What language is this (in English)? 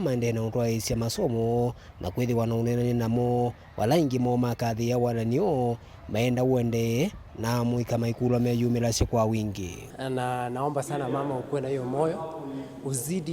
Kamba